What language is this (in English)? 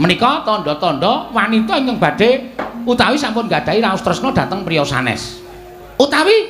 Javanese